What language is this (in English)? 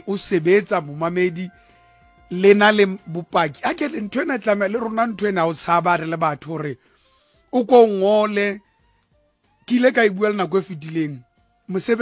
Southern Sotho